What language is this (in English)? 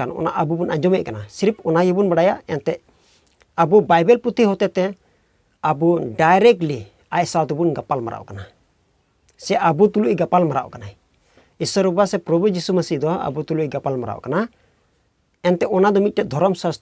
Santali